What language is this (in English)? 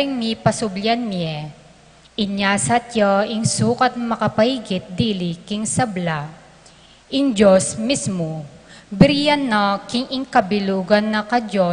Pampanga